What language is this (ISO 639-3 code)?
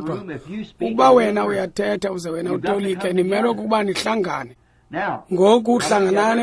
xho